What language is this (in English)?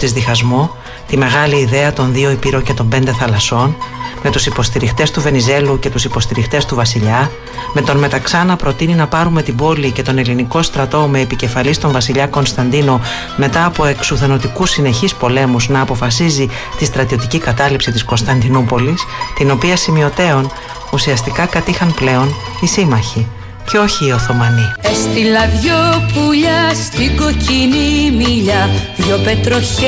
Greek